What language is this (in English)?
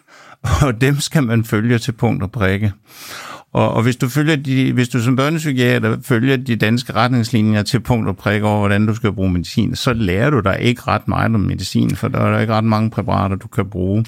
Danish